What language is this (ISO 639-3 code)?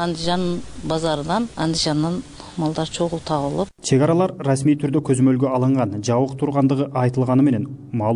kir